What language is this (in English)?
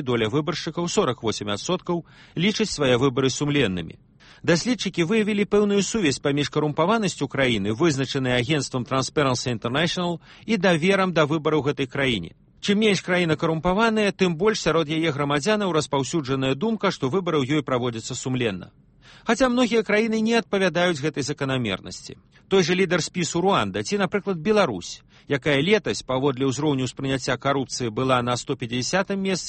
Belarusian